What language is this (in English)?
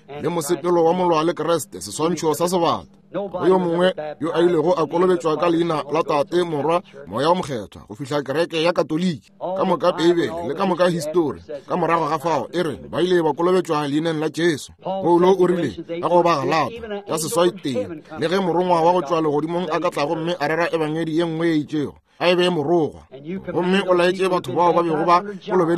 Northern Sotho